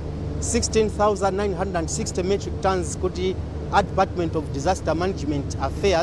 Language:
Nyanja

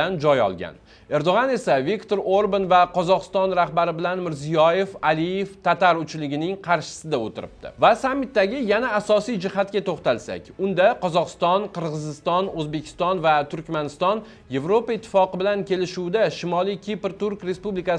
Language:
Uzbek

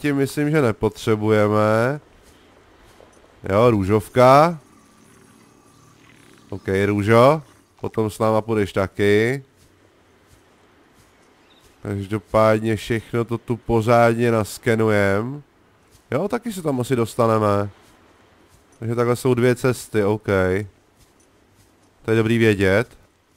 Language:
Czech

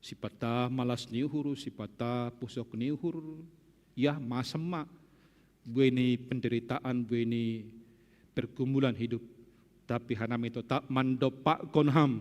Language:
Batak Simalungun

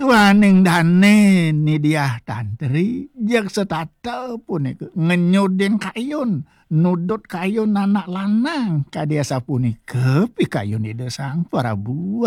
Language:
Balinese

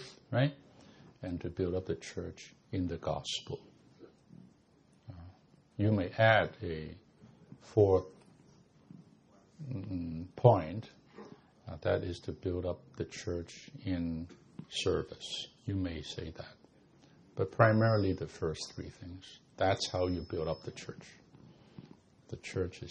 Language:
English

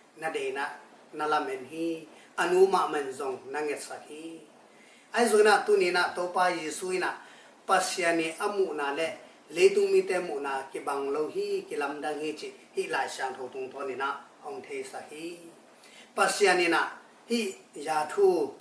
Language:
Tedim Chin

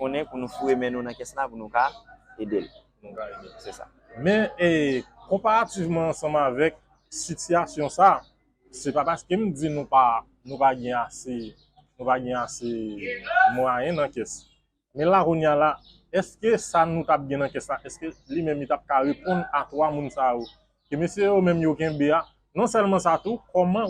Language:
Haitian Creole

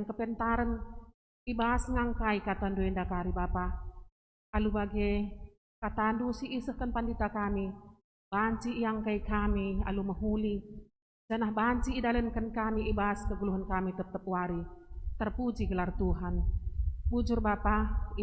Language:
Batak Karo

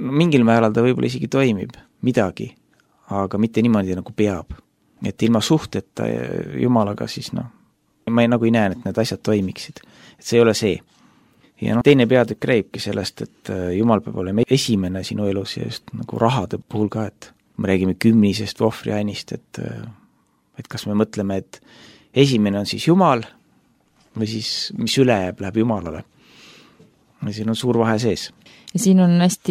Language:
Estonian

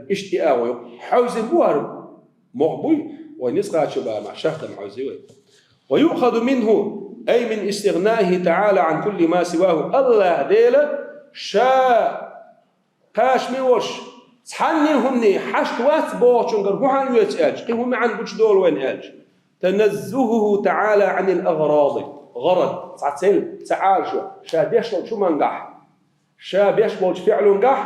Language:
Chechen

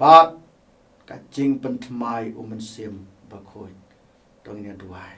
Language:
Khasi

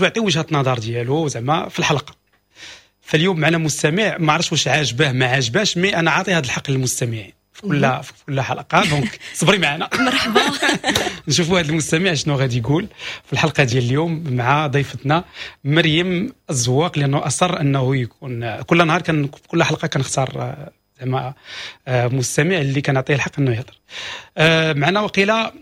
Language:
Moroccan Arabic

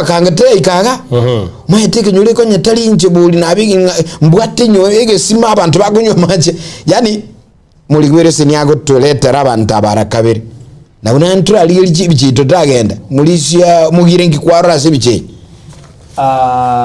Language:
Gusii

